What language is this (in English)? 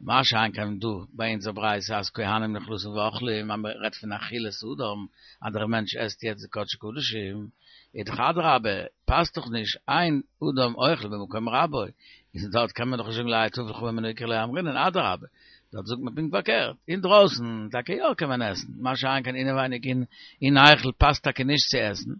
Yiddish